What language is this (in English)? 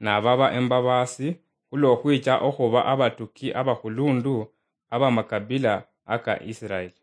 Luyia